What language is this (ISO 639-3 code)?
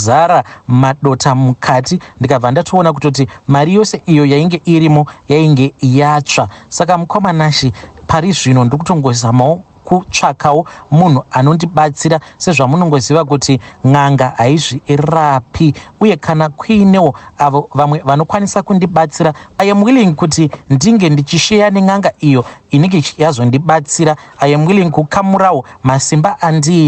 sna